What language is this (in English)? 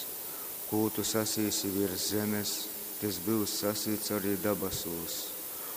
Latgalian